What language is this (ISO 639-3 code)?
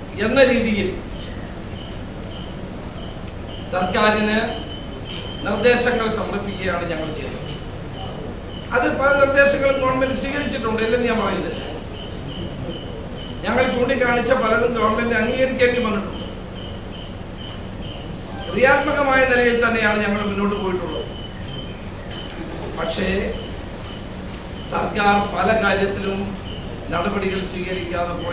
mal